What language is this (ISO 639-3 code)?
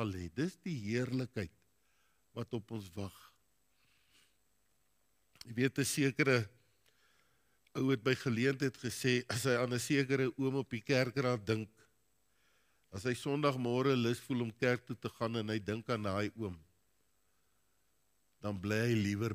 afr